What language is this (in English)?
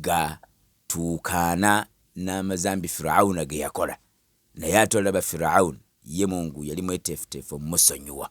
Ganda